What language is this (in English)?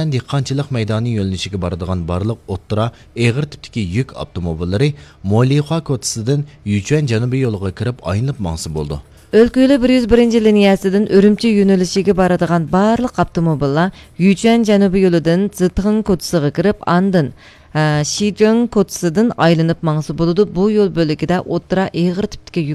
Uyghur